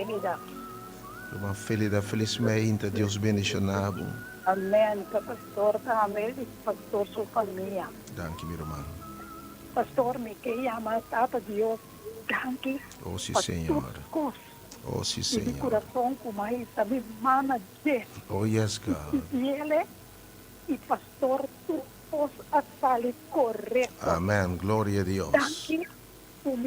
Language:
Papiamento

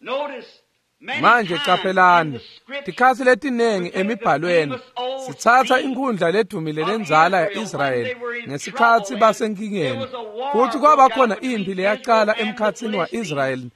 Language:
Swati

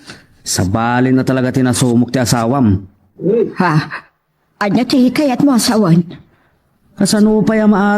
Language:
Iloko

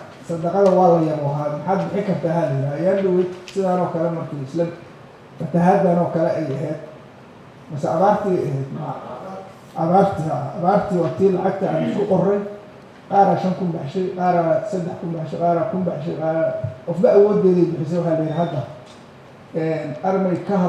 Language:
Somali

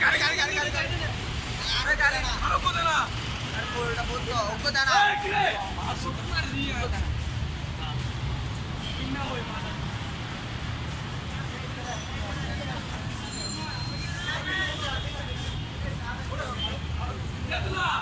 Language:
Bangla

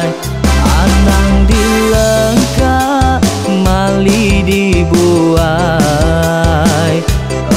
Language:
Iban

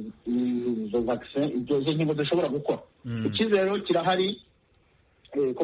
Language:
Kinyarwanda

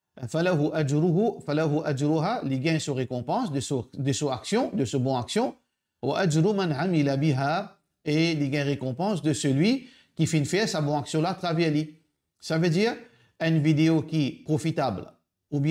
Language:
Morisyen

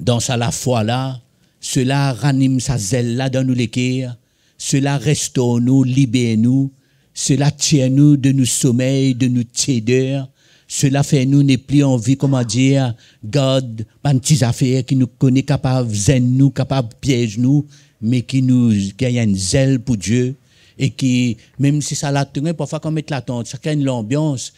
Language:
Morisyen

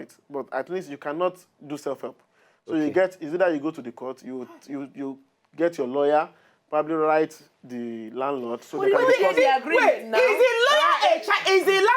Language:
Nigerian Pidgin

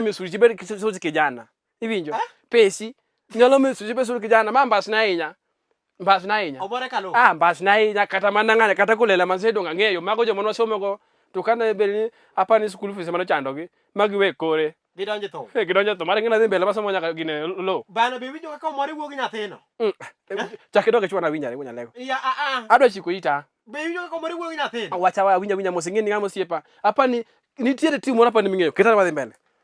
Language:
Luo (Kenya and Tanzania)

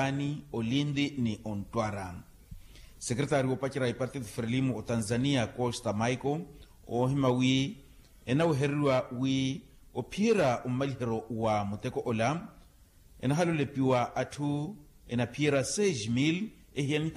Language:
Makhuwa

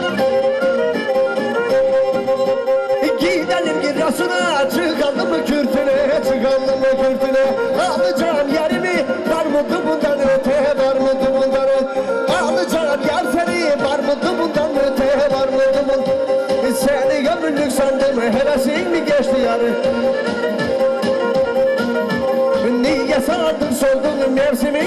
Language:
Turkish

